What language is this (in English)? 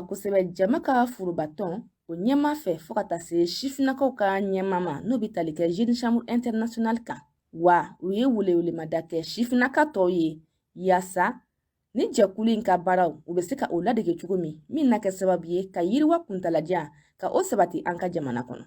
Bambara